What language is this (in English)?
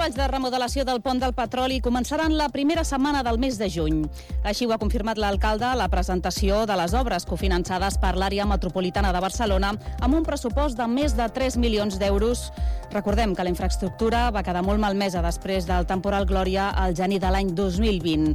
Catalan